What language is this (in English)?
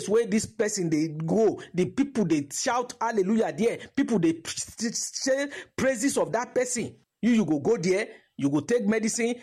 Nigerian Pidgin